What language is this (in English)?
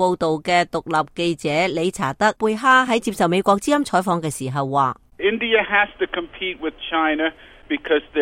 Cantonese